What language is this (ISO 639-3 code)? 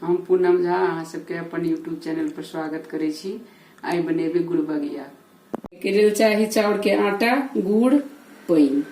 mai